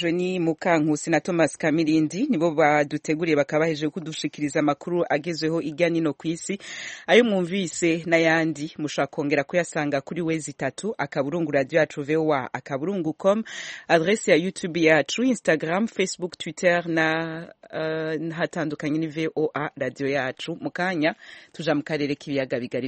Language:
Kinyarwanda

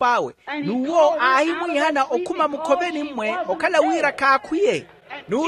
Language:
Makhuwa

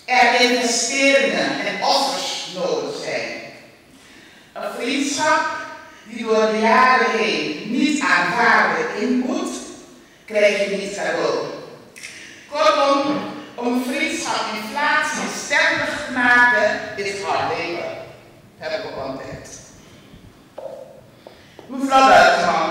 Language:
Dutch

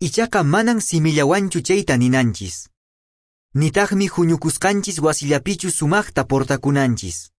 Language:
Quechua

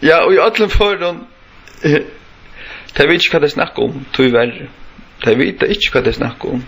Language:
Faroese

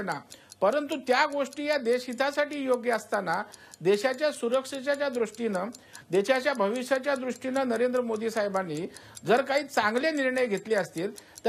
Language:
Marathi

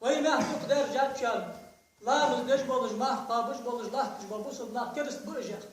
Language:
Ingush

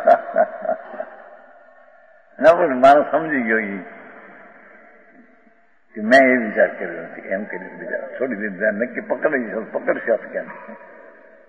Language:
Gujarati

